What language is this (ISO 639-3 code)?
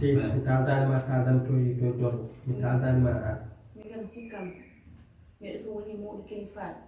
ful